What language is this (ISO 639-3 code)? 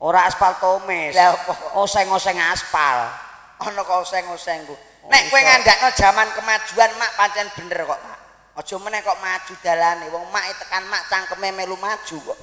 jav